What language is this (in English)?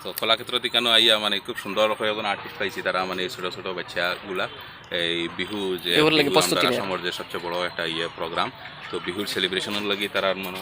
Sylheti